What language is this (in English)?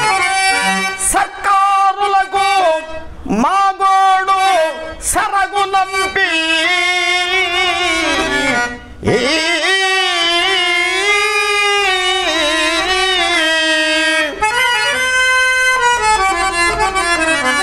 Telugu